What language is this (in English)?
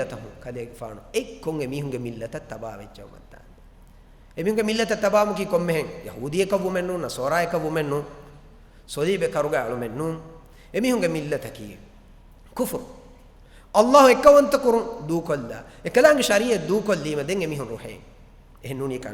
Divehi